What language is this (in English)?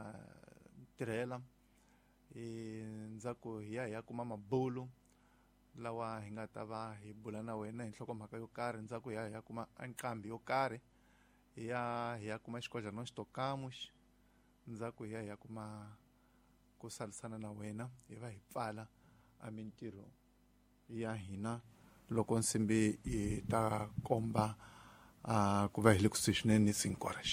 Tsonga